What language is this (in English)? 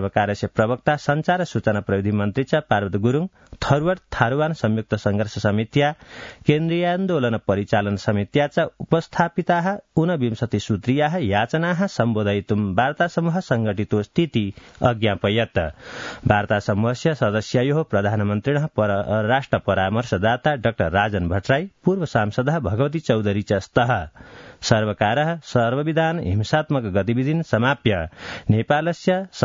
Sanskrit